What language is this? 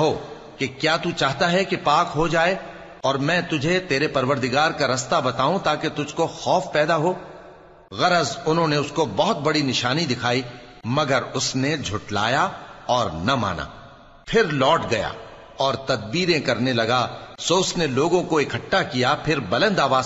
Urdu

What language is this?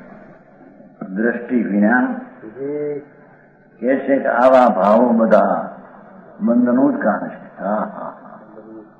Gujarati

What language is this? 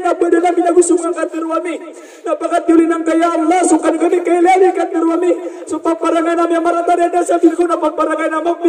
Maranao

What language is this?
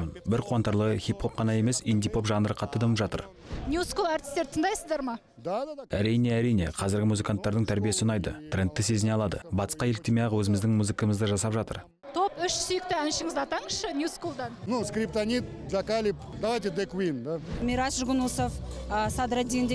Kazakh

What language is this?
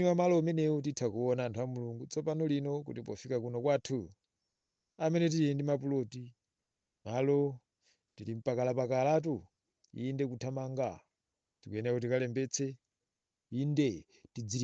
Nyanja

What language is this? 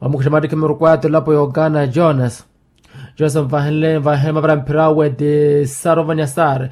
Makhuwa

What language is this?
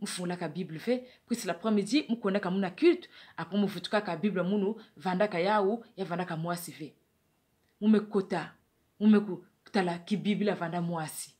Kituba (Democratic Republic of Congo)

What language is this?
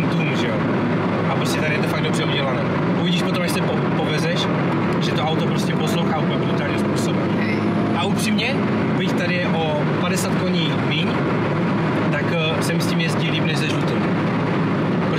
Czech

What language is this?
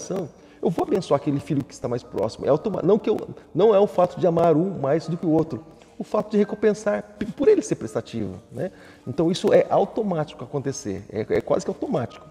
Portuguese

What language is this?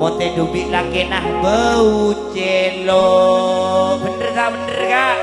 Madurese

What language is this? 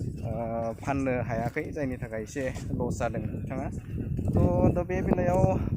Bodo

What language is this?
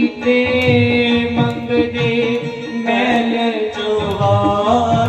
Dogri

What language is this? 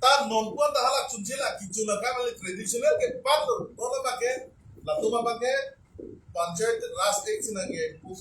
Karbi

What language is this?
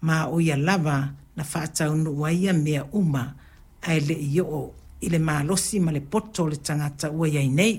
Samoan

